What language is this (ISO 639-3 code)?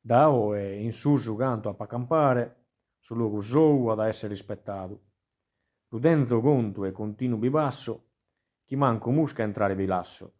srd